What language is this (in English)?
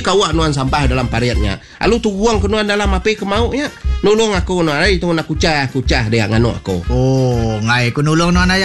Iban